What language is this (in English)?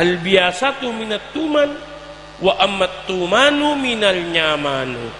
Madurese